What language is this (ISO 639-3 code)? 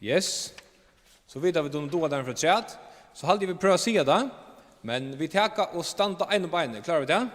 fao